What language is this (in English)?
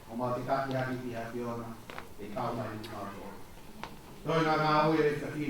Tongan